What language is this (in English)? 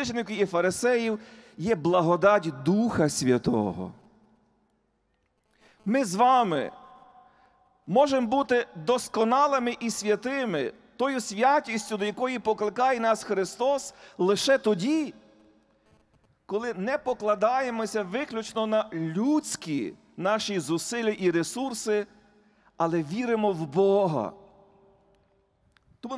Ukrainian